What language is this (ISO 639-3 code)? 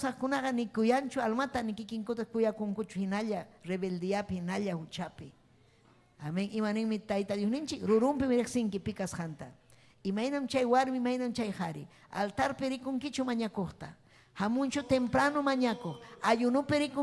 quy